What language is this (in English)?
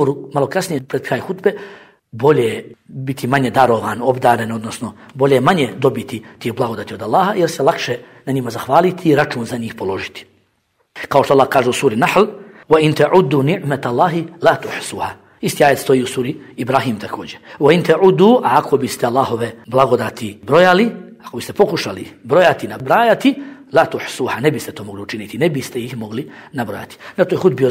Bosnian